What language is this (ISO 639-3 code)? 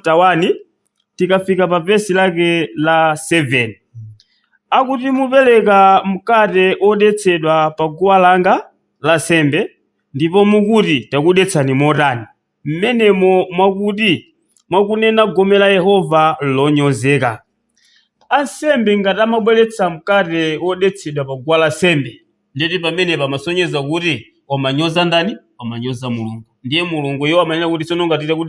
nya